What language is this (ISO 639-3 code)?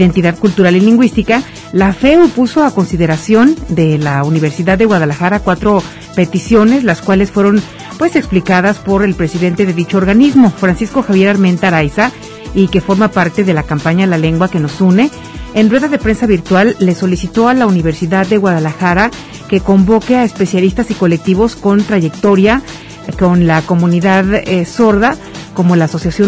spa